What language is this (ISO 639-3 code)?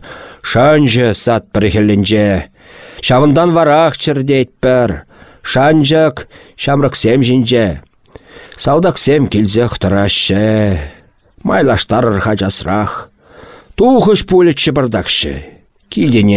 chv